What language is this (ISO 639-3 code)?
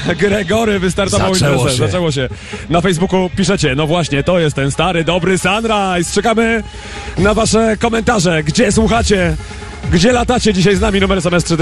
pol